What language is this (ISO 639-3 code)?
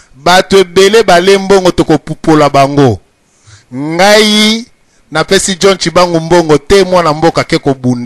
lin